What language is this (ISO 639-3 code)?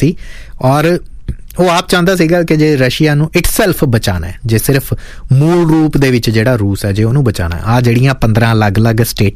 pan